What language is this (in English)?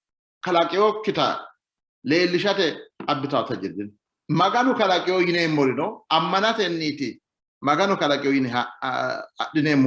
Sidamo